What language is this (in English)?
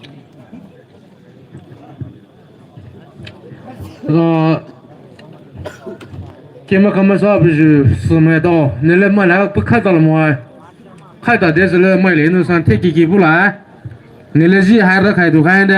Poumei Naga